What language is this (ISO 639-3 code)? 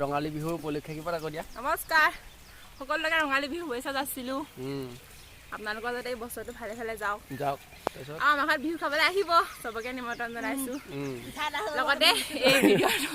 asm